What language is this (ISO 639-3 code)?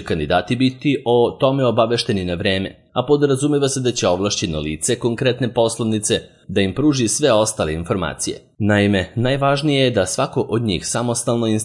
srp